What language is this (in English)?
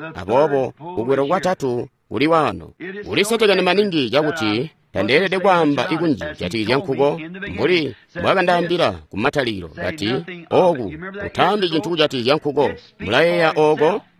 Tonga (Zambia)